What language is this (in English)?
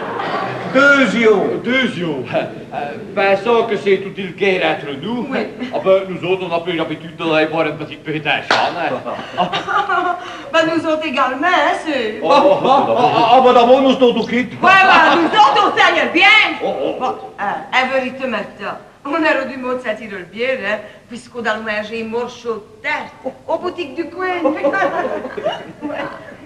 French